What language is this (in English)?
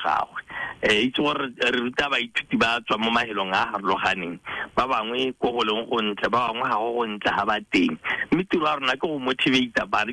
Tswana